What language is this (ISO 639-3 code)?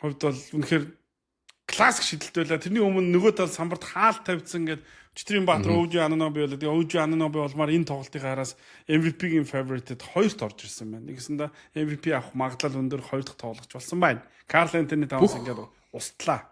mon